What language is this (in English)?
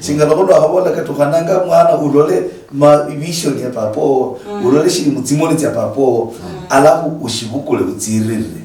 Luyia